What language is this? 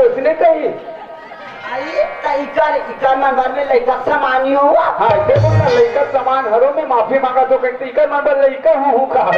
Chhattisgarhi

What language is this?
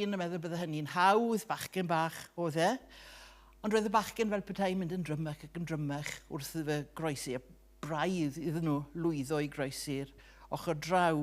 Welsh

